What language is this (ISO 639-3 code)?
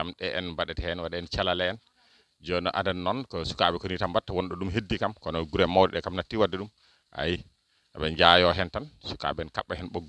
ful